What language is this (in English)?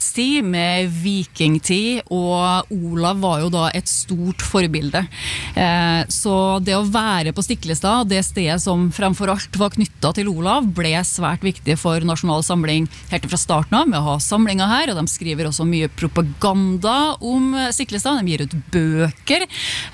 Norwegian